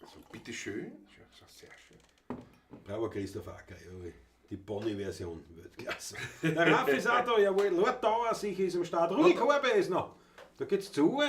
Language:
Bavarian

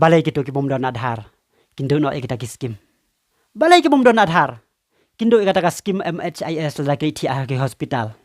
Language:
Khasi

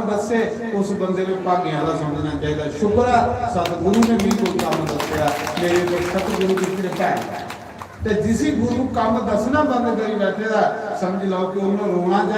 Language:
Dogri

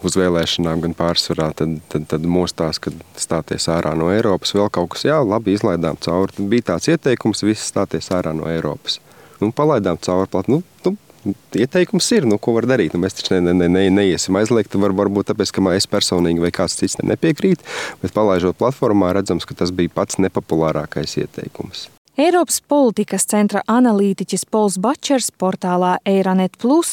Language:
Latvian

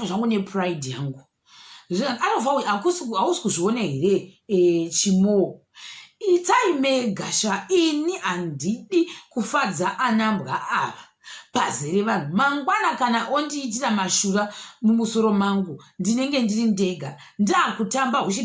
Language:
Shona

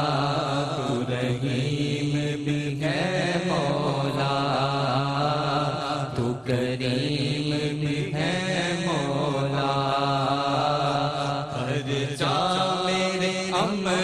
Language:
Urdu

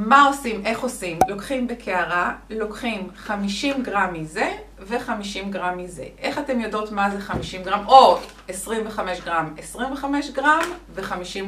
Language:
Hebrew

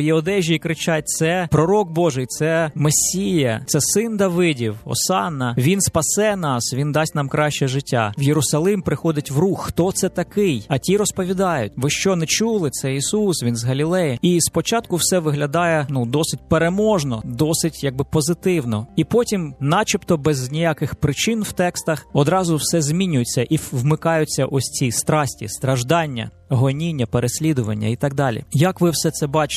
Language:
Ukrainian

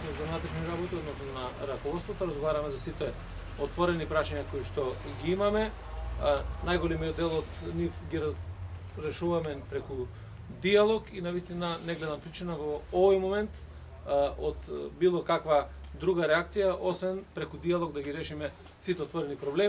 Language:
Macedonian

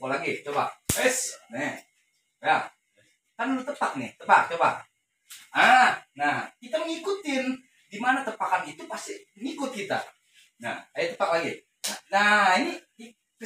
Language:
Betawi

